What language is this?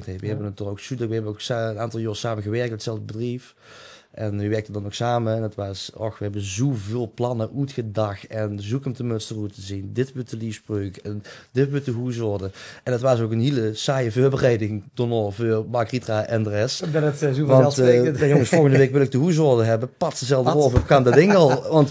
Limburgish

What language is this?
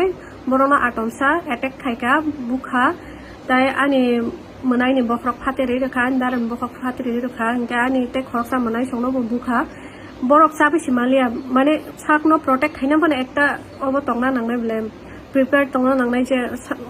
Kok Borok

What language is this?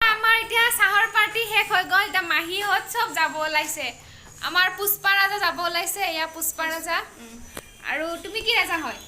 Assamese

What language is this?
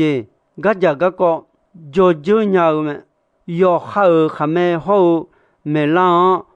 Akha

